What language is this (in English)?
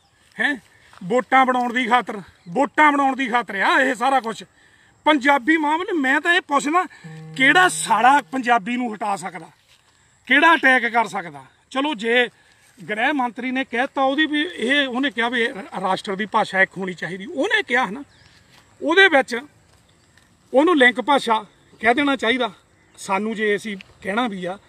Punjabi